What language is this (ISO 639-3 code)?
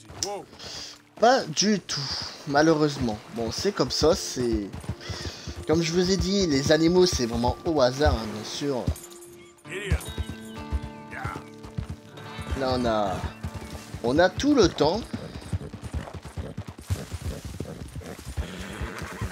fra